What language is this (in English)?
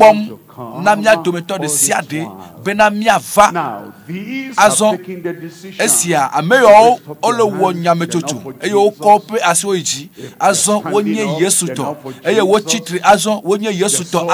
Ewe